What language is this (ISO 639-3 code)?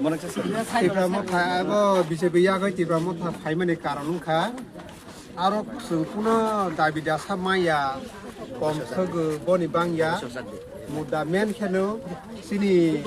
trp